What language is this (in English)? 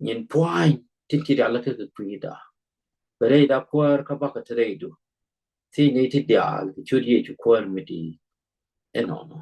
Nuer